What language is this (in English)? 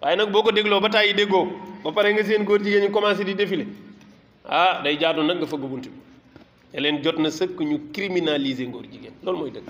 Wolof